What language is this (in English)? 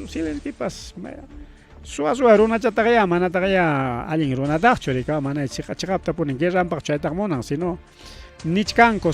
Ayacucho Quechua